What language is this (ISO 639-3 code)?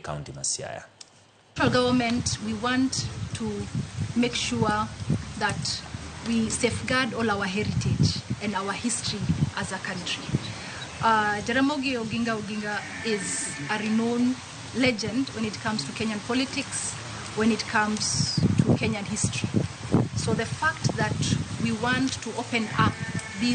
luo